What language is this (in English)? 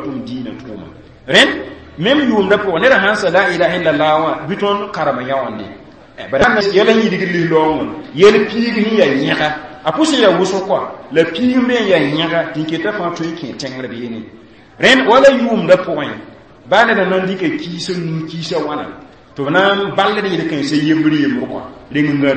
Mossi